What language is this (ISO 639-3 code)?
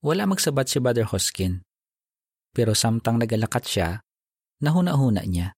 hil